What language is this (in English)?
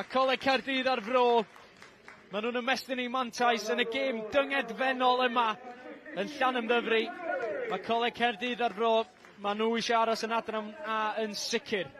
Welsh